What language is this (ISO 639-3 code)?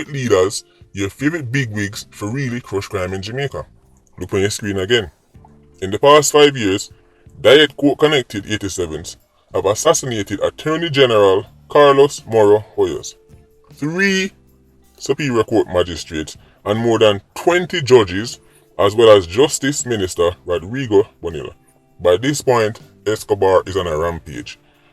jam